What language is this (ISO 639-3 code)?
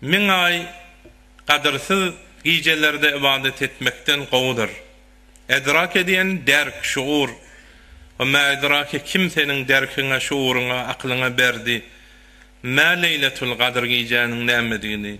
tuk